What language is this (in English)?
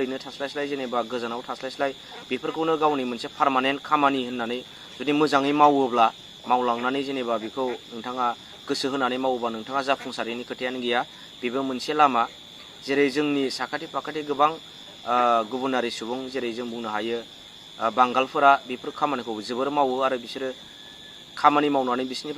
Bodo